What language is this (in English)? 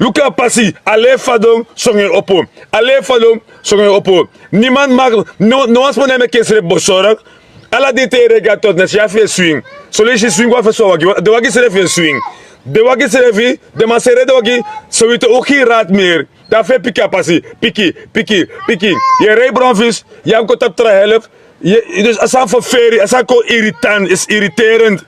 Sranan Tongo